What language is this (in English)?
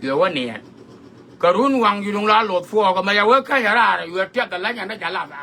Nuer